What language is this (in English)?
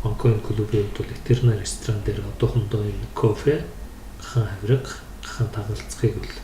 Mongolian